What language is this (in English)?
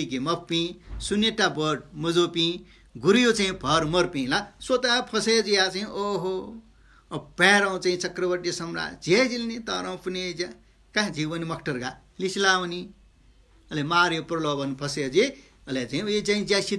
Newari